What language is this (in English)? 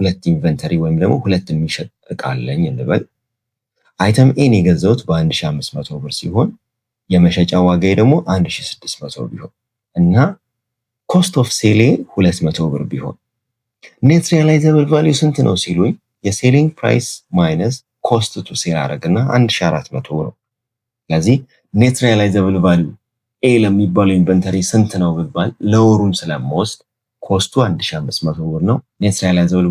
Amharic